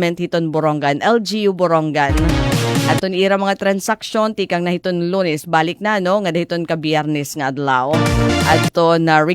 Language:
Waray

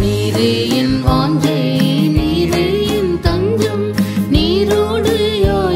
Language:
Tamil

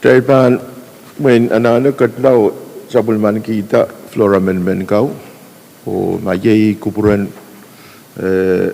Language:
Pohnpeian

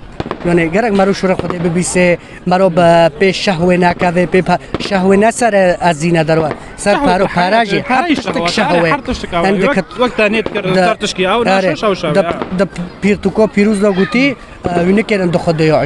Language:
Kurdish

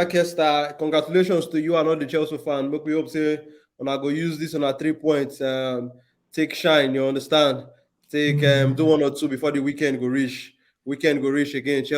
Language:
Nigerian Pidgin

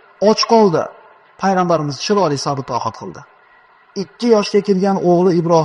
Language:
Uzbek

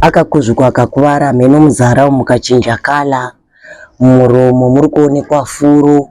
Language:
Shona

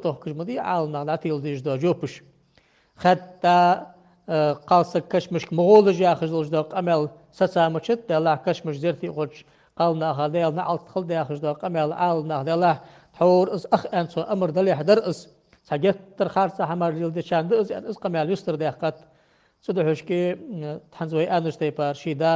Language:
Ingush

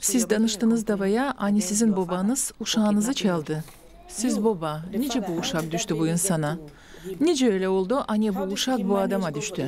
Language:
Gagauz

